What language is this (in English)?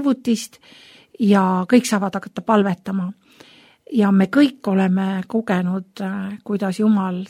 Estonian